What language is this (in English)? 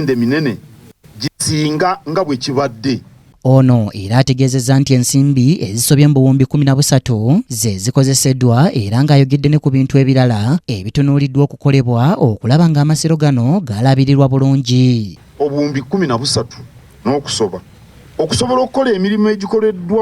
Ganda